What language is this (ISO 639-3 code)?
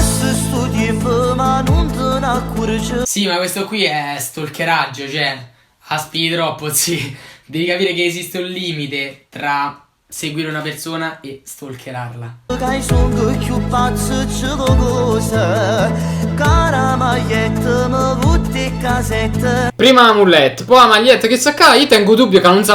nap